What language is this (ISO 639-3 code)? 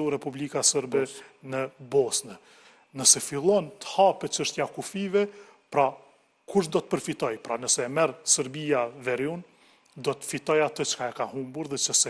sqi